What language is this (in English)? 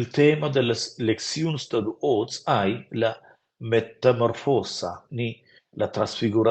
Romansh